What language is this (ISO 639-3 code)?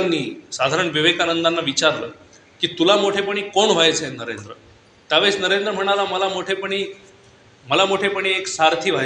mar